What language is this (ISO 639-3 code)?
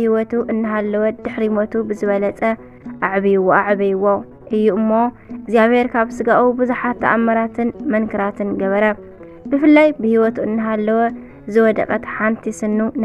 tir